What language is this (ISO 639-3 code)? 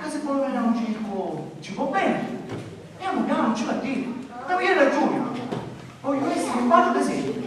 scn